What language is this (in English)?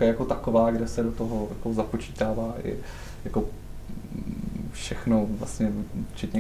Czech